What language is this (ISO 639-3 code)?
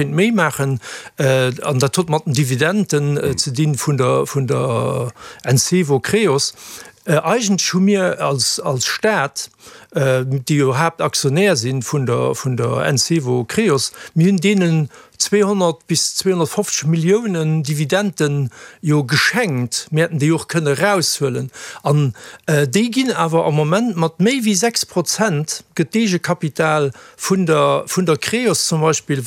ltz